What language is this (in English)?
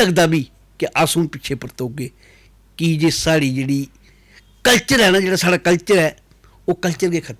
Dogri